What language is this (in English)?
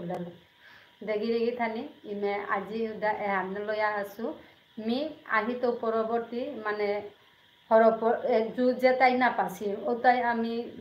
Bishnupriya